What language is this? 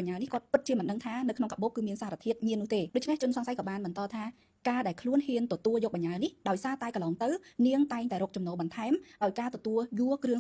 Khmer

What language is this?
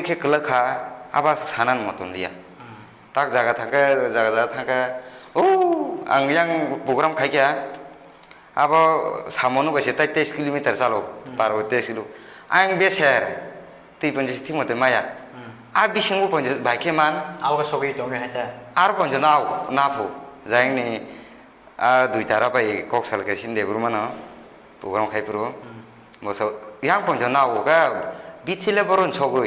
Kok Borok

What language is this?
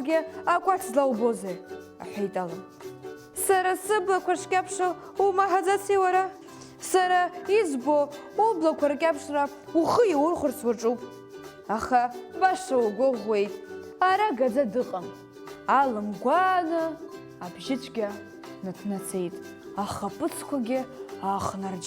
Abkhazian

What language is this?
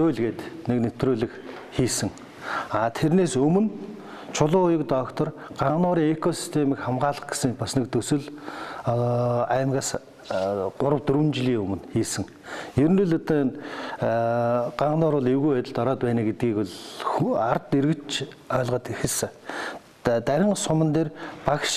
Mongolian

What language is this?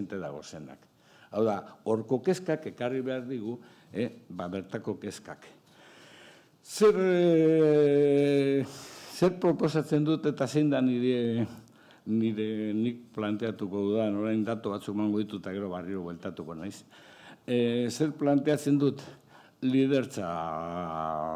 Basque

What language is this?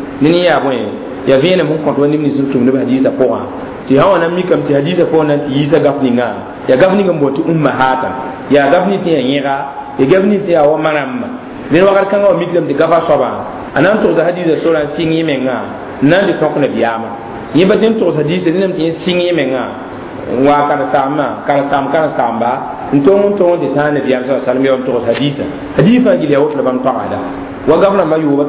Mossi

